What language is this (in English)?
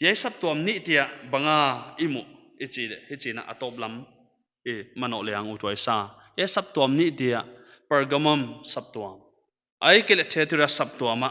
Paite Chin